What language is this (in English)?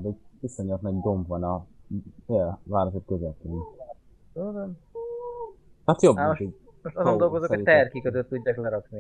Hungarian